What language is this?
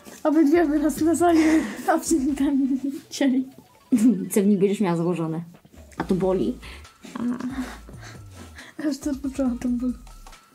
Polish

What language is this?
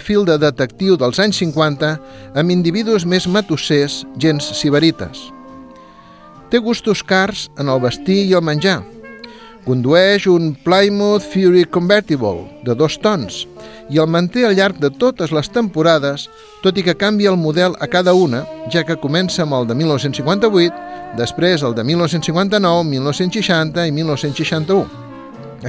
Catalan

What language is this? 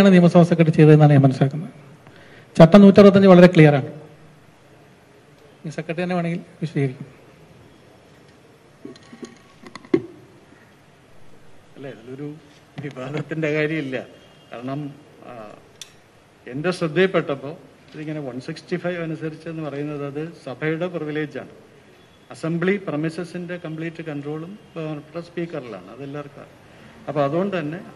Malayalam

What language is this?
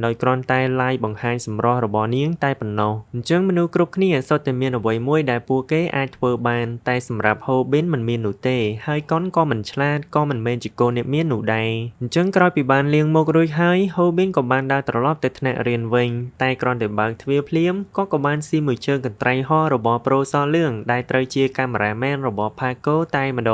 Khmer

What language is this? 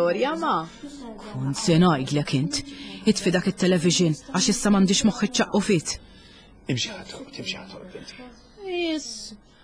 Maltese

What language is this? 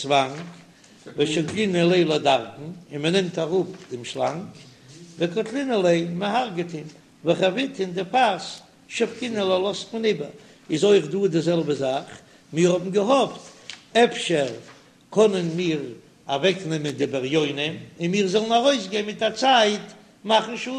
Yiddish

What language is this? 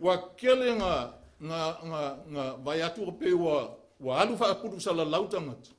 Samoan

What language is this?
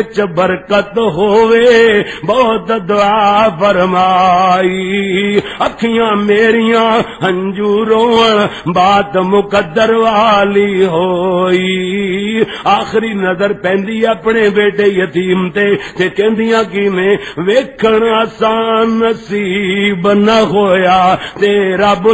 Western Panjabi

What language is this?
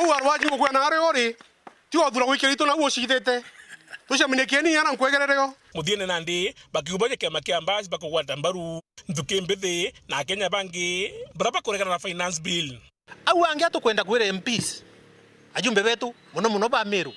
Meru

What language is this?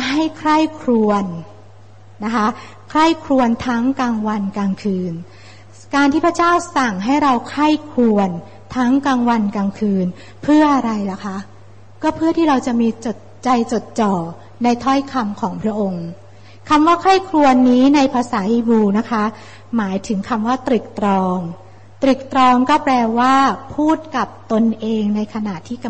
Thai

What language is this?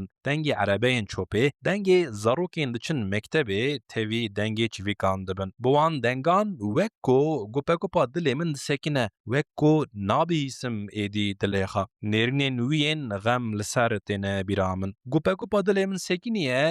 Kurdish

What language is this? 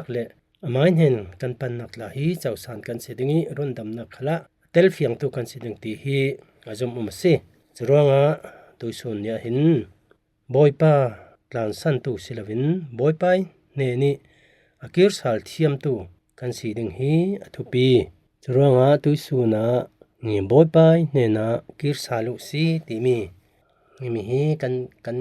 Falam Chin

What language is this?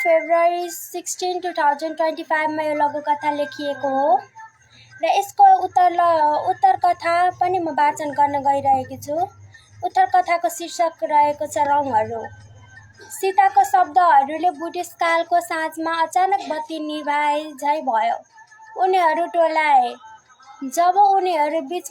Nepali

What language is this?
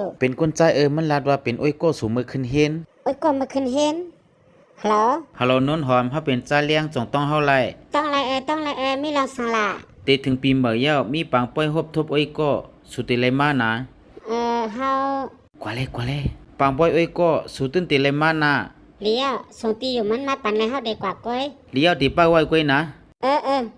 Shan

